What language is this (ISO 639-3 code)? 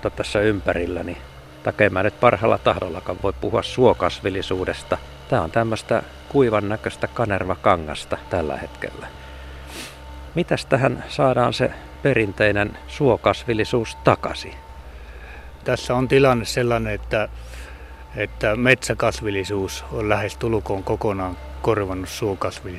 fin